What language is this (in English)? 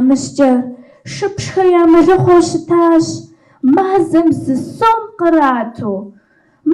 Kabardian